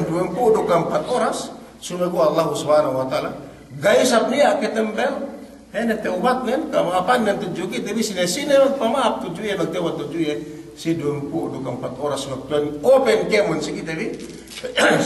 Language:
Yakan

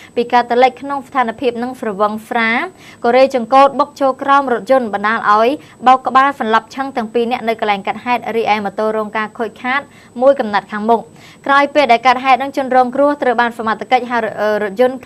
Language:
Khmer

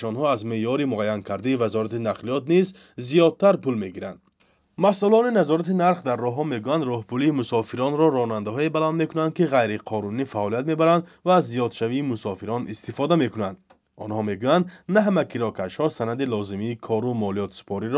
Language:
Tajik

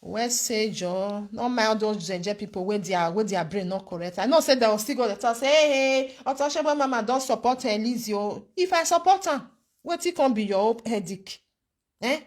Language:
Nigerian Pidgin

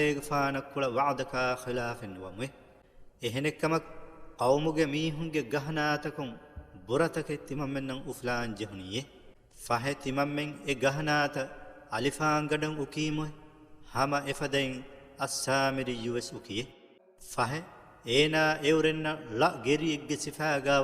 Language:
Divehi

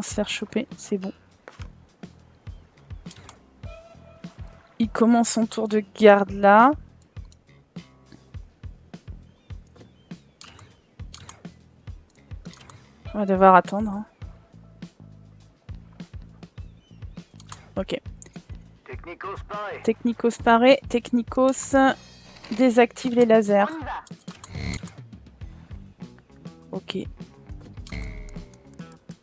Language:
French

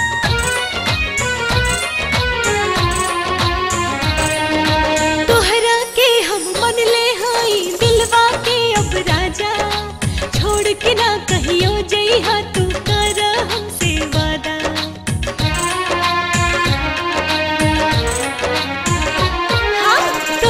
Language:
Bhojpuri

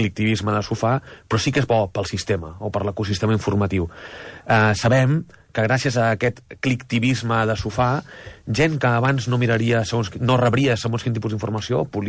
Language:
Catalan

